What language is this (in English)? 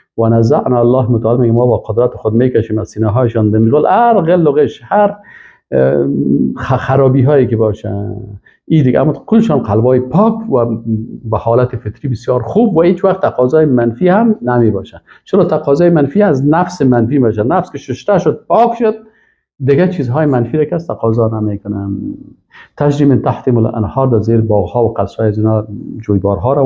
Persian